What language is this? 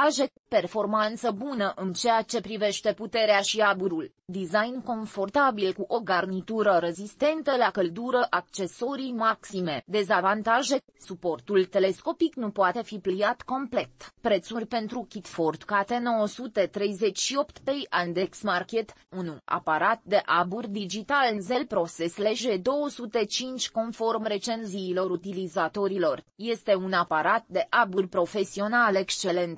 Romanian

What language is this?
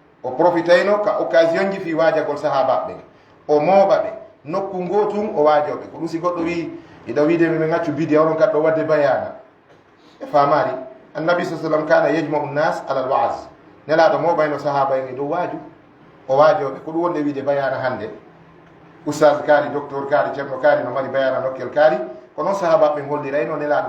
Fula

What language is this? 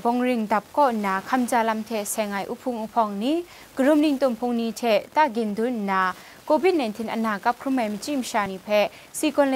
Kachin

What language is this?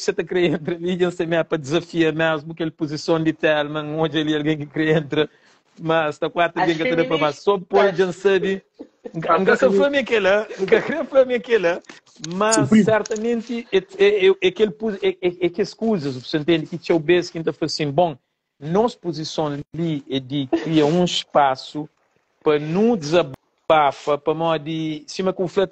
Kabuverdianu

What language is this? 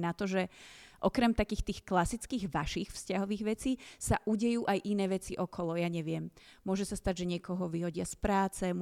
Slovak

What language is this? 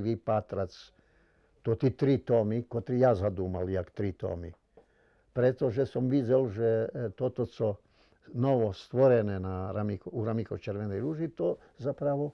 Rusyn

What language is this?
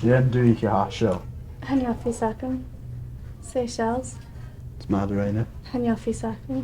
Scottish Gaelic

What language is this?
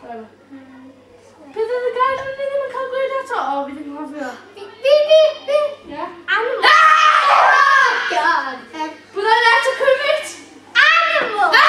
Welsh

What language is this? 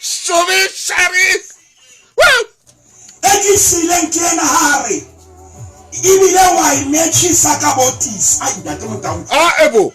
Southern Sotho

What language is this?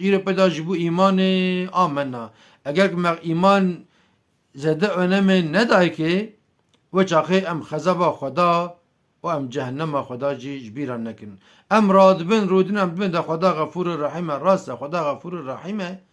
Kurdish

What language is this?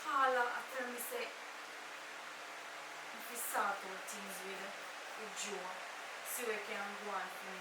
Jamaican Creole English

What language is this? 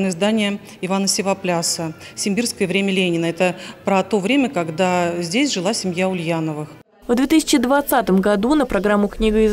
Russian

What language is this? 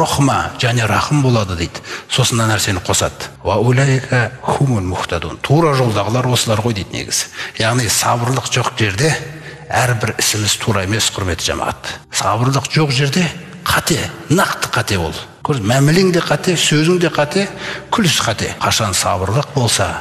Kazakh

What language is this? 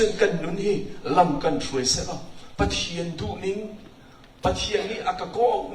Hakha Chin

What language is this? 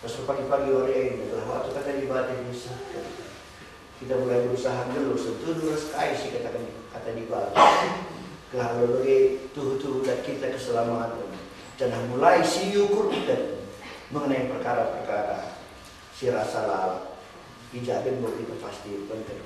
Batak Karo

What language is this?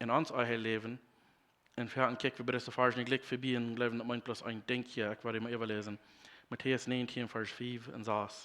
Plautdietsch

